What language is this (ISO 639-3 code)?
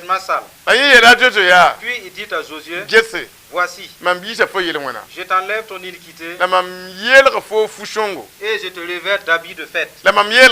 mos